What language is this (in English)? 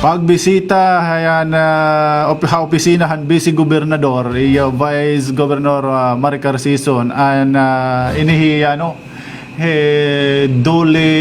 Waray